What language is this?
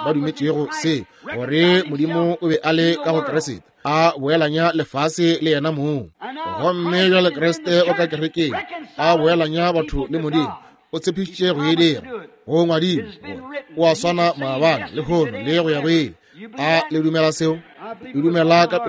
Northern Sotho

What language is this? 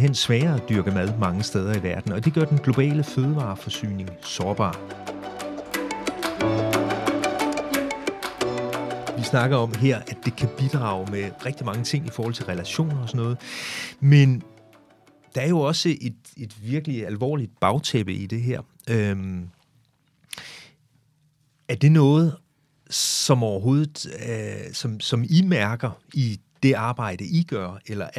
Danish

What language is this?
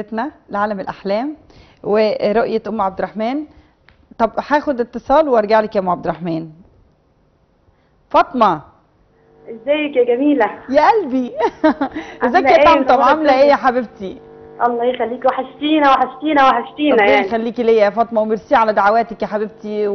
Egyptian Arabic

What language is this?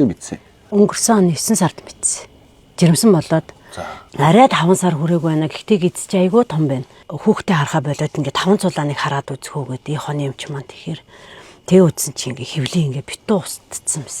Mongolian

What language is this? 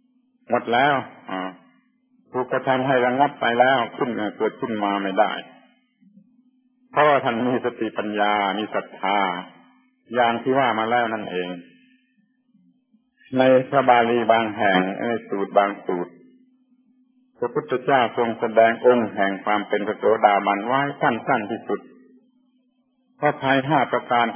Thai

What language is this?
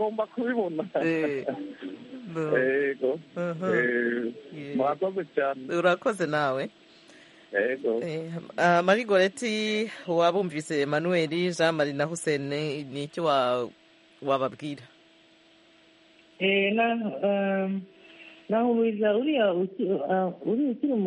Kinyarwanda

